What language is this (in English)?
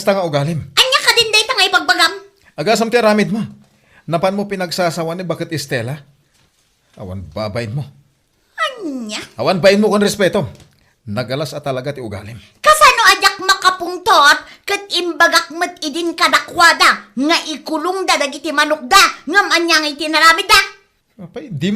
Iloko